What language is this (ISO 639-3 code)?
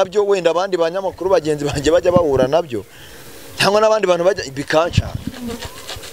kin